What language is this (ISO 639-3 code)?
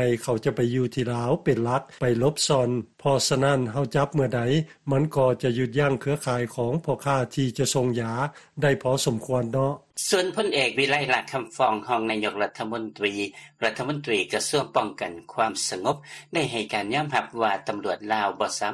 lao